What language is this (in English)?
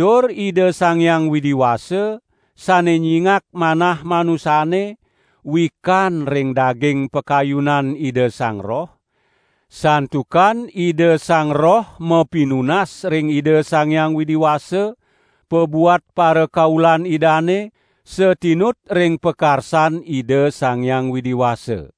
Balinese